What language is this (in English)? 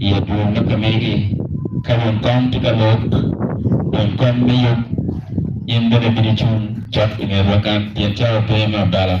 Acoli